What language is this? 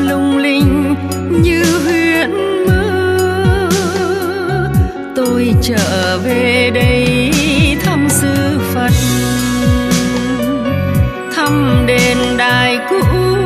Vietnamese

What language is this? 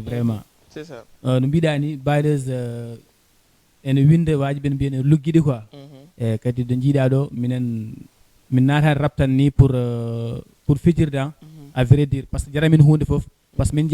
Fula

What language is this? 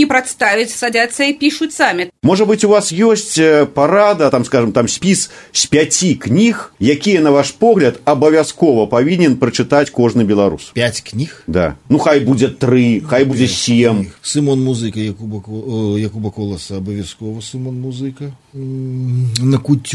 Belarusian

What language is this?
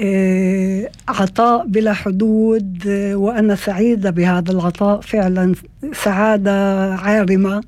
North Levantine Arabic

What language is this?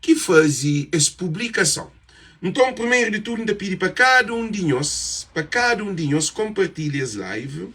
Kabuverdianu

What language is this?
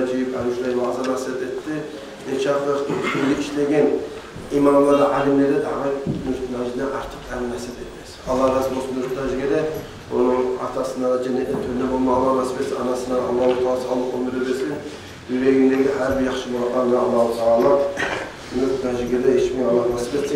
Kumyk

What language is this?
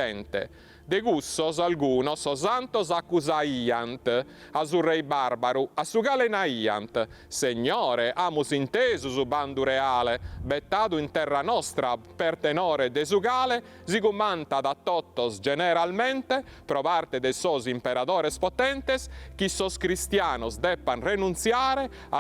Sardinian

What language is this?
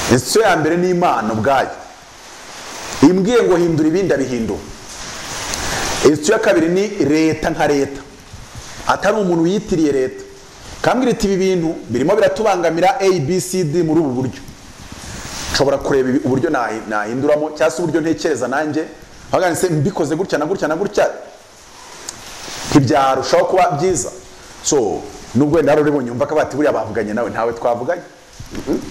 Kinyarwanda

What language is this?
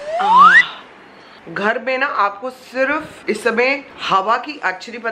Hindi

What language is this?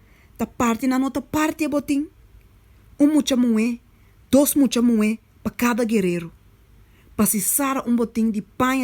Papiamento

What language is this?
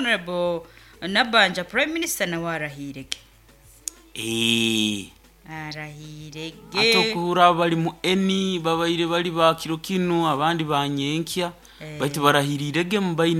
Nyoro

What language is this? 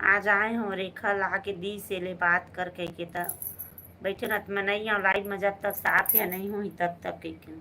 Chhattisgarhi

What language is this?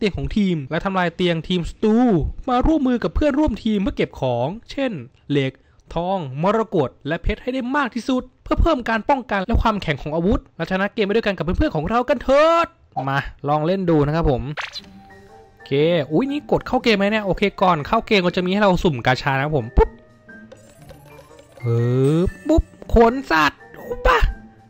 Thai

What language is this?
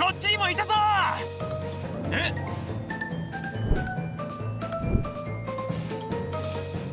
Japanese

